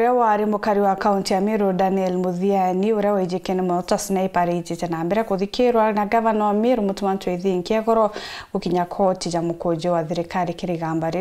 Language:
Meru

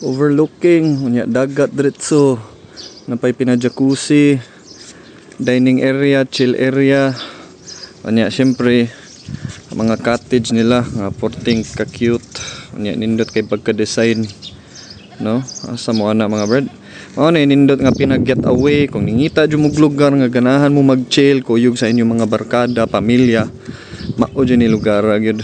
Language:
Cebuano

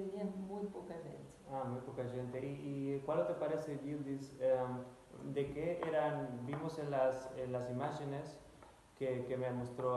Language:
Ladino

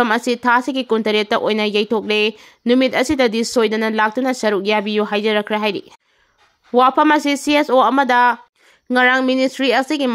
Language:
Manipuri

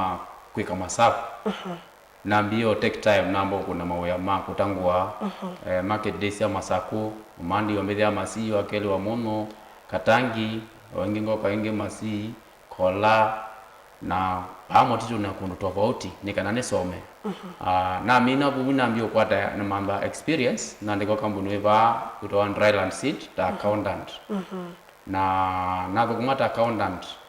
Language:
Kamba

